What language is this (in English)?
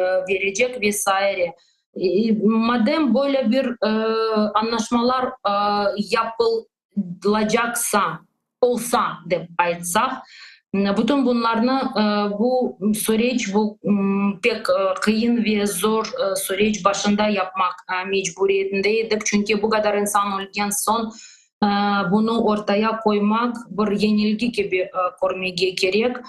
Crimean Tatar